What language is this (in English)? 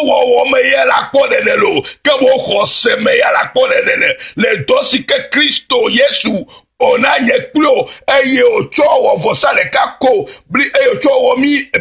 Ewe